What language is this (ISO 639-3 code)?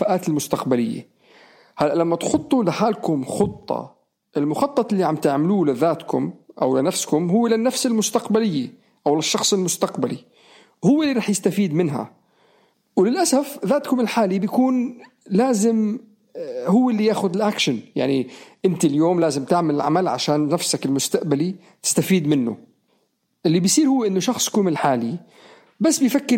apc